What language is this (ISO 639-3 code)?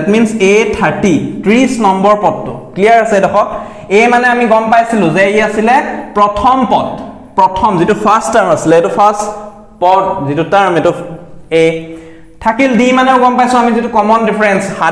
asm